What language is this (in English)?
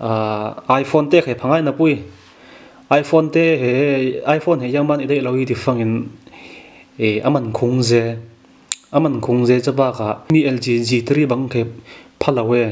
Falam Chin